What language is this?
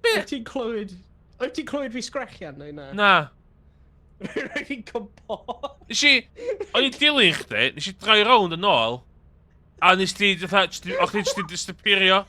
Welsh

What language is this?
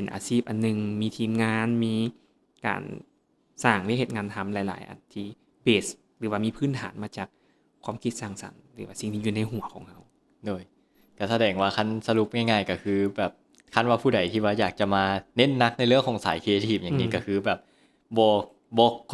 Lao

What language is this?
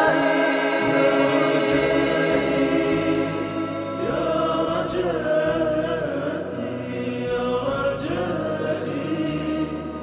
Arabic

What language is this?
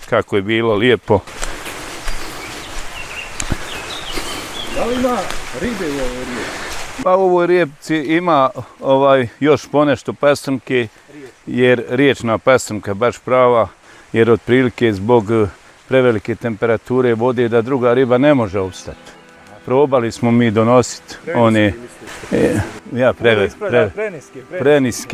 Bosnian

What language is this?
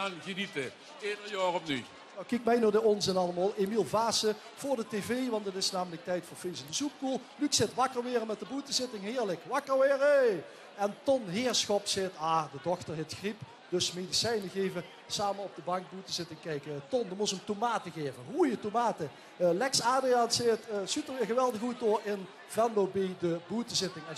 Limburgish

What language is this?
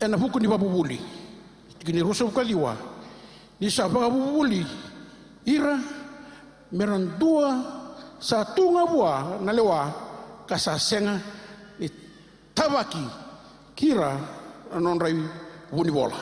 Fijian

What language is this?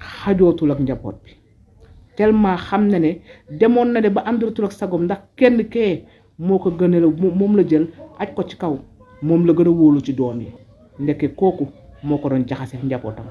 Wolof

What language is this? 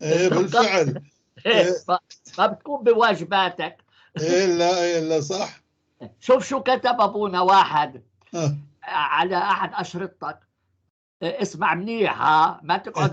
North Levantine Arabic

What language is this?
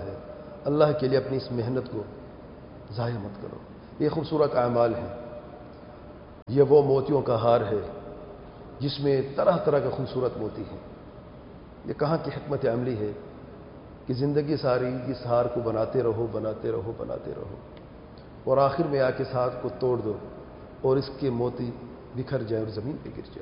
Urdu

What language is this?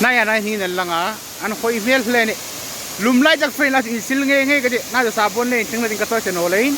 Hmar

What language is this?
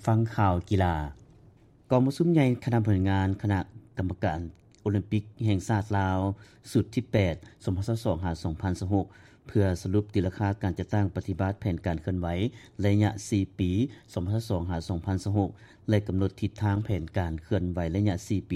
Lao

